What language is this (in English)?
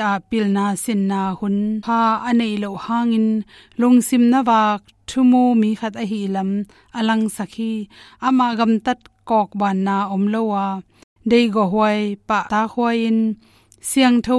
Tedim Chin